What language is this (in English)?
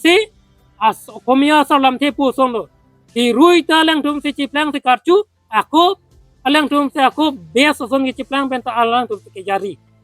Karbi